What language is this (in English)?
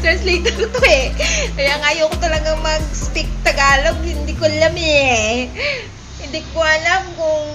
Hiligaynon